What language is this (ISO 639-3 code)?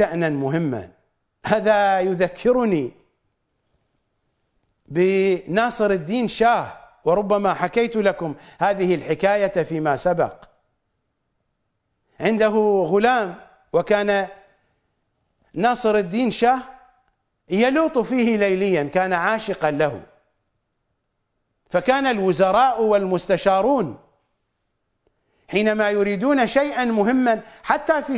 ara